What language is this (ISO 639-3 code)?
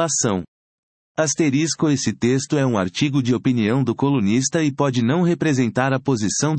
por